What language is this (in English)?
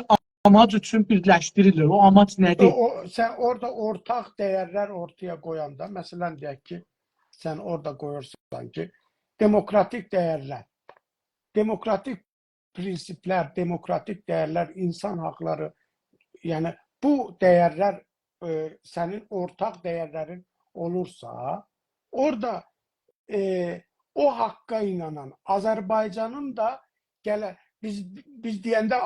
South Azerbaijani